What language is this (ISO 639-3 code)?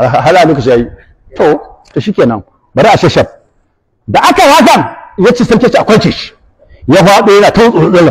hau